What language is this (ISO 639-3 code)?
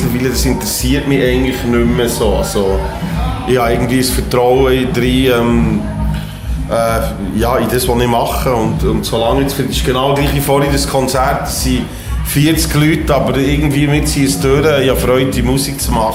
gsw